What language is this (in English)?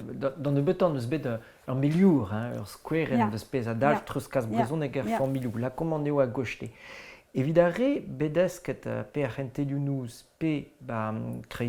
Breton